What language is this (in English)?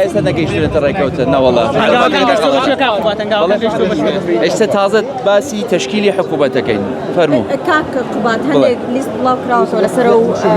Central Kurdish